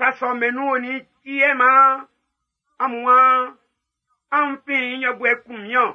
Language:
Baoulé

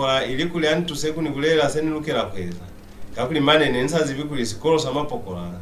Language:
Lozi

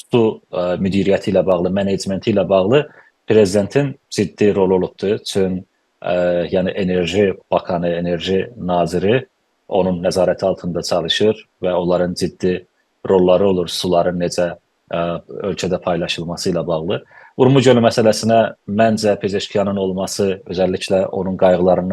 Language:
South Azerbaijani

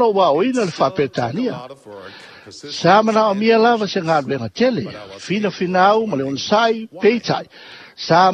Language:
Samoan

